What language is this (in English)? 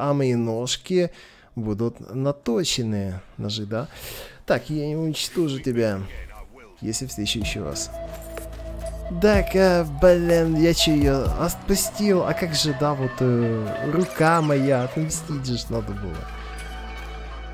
Russian